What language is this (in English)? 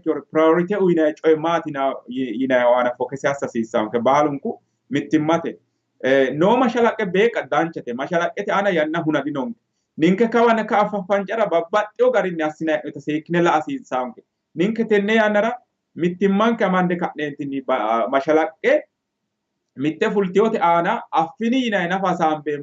Sidamo